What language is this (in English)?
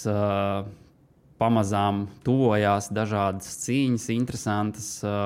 Latvian